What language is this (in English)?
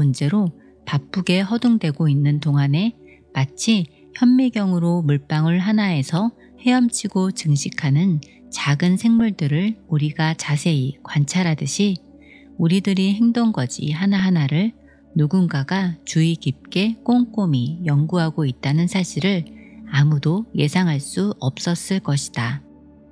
Korean